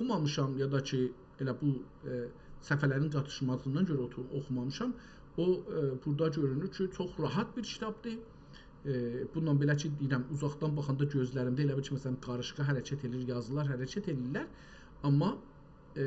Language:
South Azerbaijani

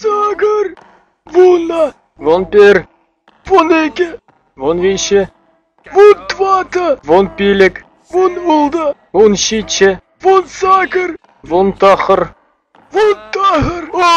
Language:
Chuvash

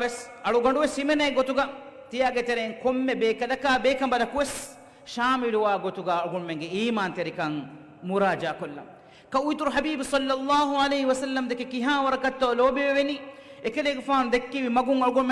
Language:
Divehi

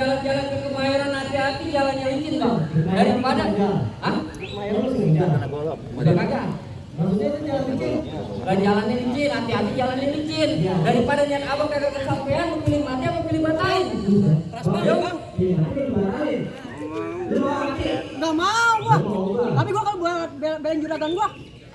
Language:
Betawi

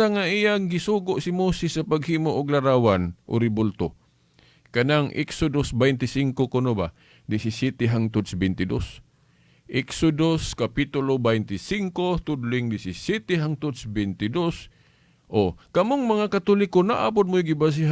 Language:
Cebuano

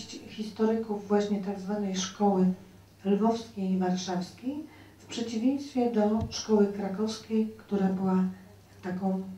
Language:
Polish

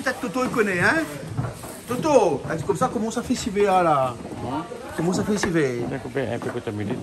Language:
Réunion Creole French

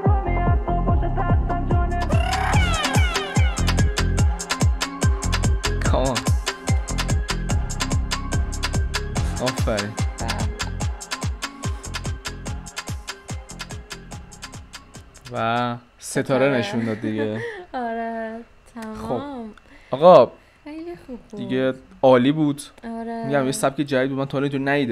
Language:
Persian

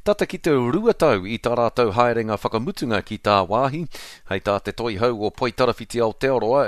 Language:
Māori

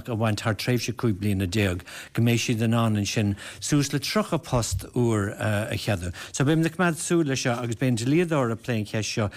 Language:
Irish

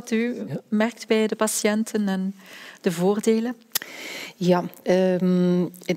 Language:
Dutch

